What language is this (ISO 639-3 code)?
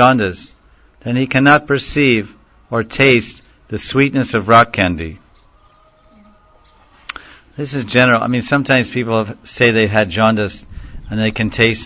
eng